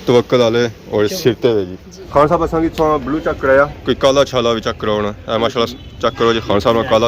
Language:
Pahari-Potwari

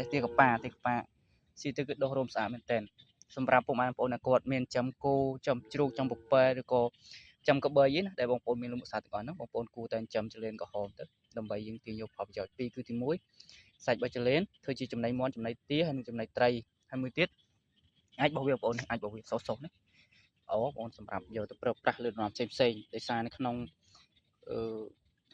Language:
Khmer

